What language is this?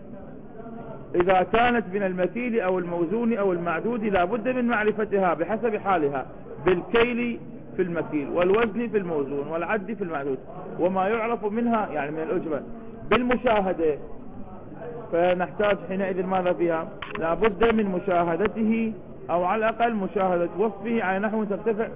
Arabic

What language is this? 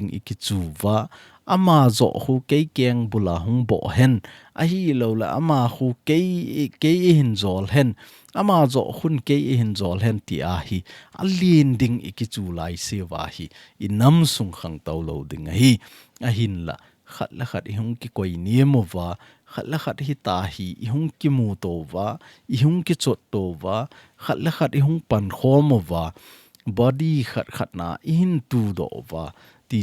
Thado Chin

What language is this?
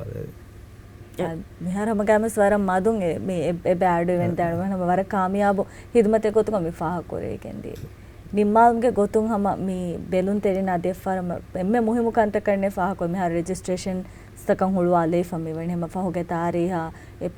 Divehi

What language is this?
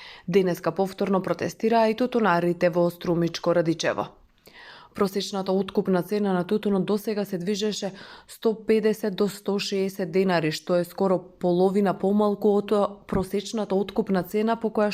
Macedonian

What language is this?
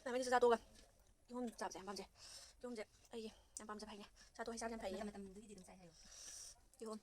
Manipuri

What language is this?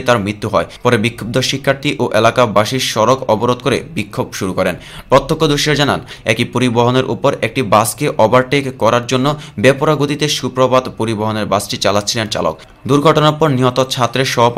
Bangla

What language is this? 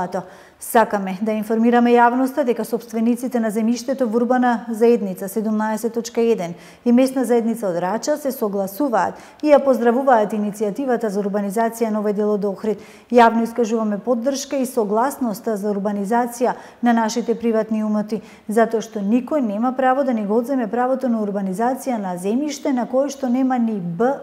Macedonian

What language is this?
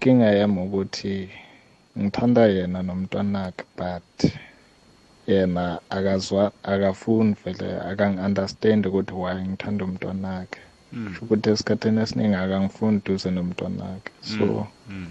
South Ndebele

